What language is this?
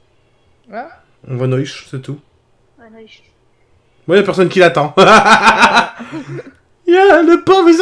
French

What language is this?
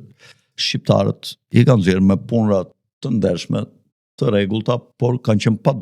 Albanian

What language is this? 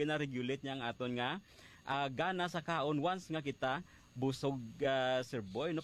Hiligaynon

